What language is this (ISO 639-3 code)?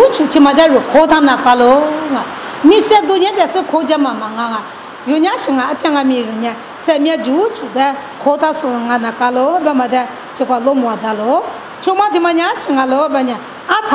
lis